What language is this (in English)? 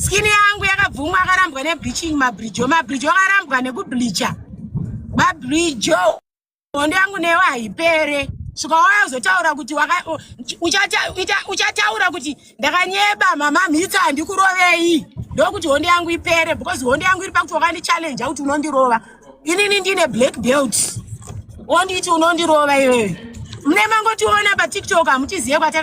Shona